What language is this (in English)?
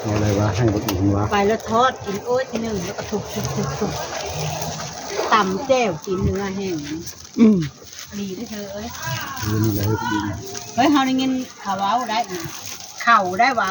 Northeastern Thai